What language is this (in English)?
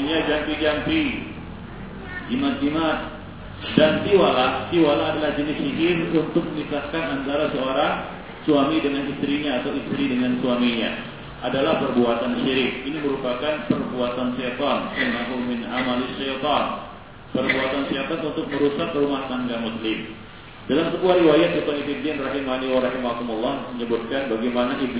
Indonesian